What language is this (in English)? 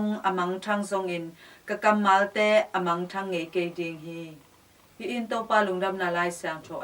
Tedim Chin